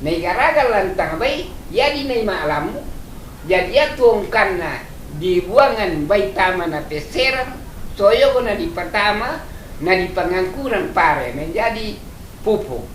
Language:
Toraja-Sa'dan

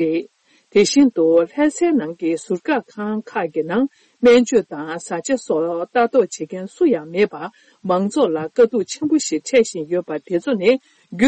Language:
Tibetan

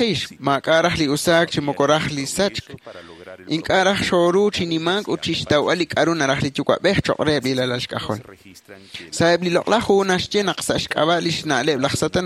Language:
Kekchí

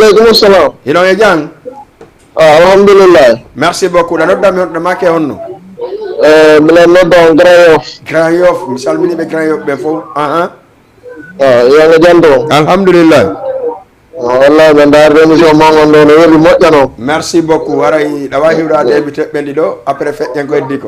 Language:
Fula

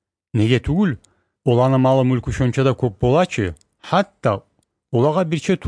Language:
Kumyk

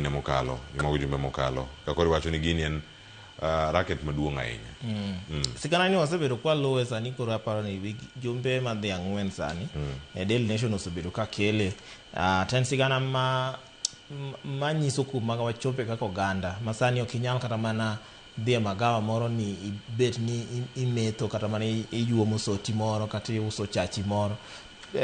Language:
Luo (Kenya and Tanzania)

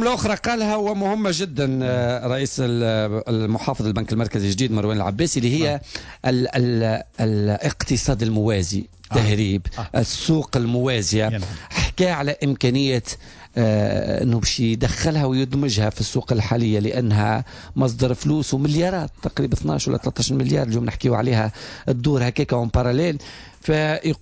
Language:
Tunisian Arabic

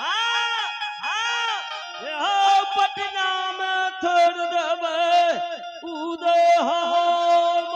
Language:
Maithili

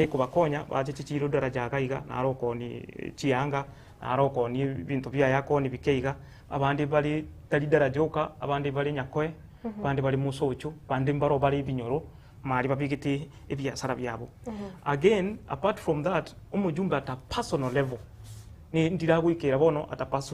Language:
Gusii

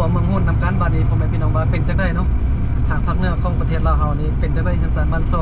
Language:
Lao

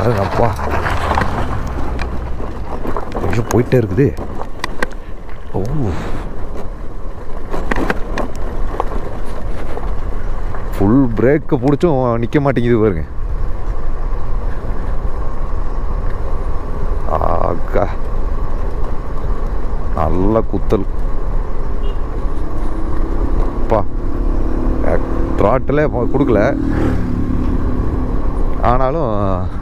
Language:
Tamil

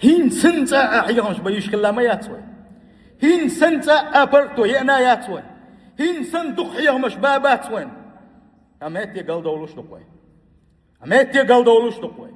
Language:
Chechen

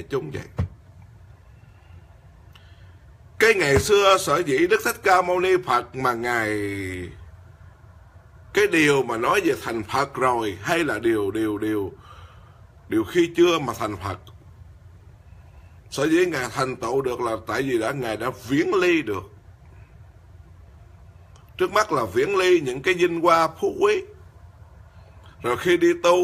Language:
Vietnamese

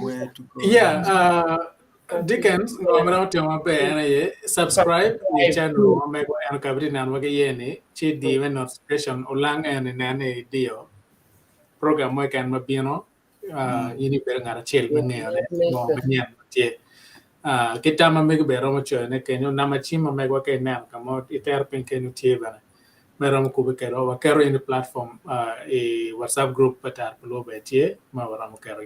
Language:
Acoli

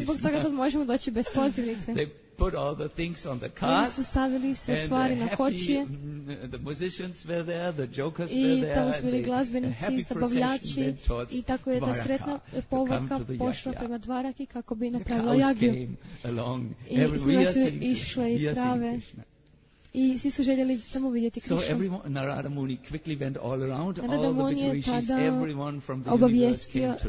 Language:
Croatian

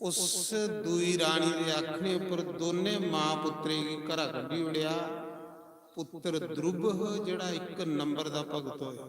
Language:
Dogri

